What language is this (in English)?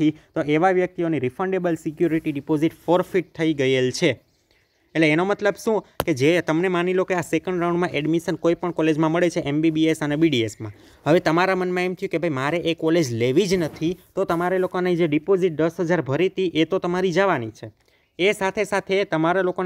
Gujarati